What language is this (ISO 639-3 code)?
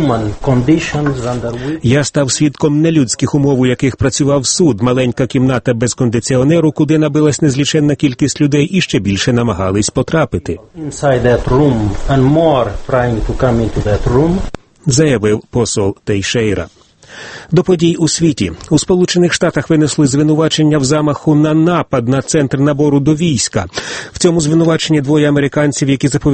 ukr